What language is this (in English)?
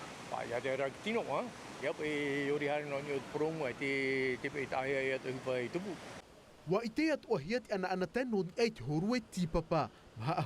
Tahitian